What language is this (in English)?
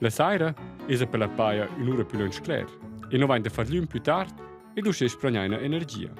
Romansh